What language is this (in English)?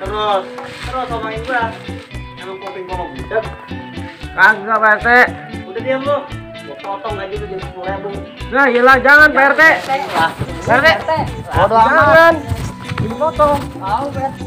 Betawi